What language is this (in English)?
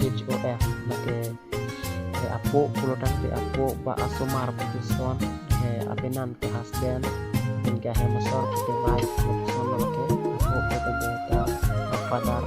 Karbi